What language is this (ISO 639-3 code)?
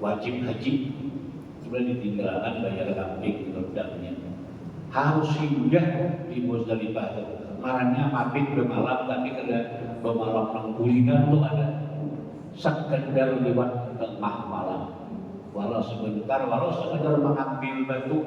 bjn